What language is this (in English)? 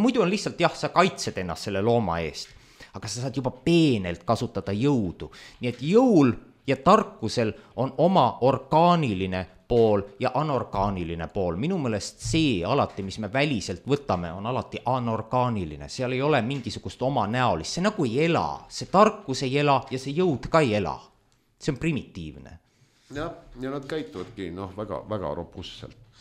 Estonian